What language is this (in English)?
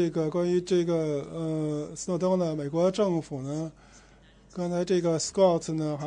Chinese